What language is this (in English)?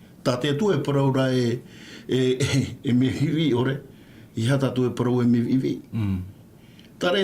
Tahitian